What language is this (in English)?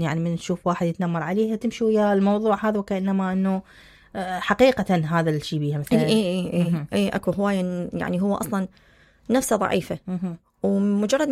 Mesopotamian Arabic